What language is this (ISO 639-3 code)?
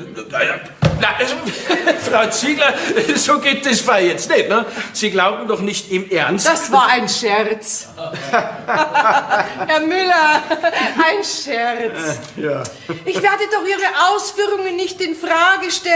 bar